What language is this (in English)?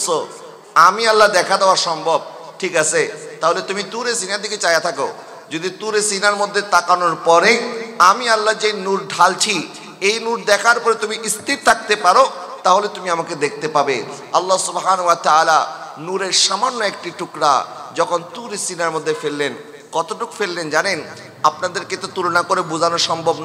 Bangla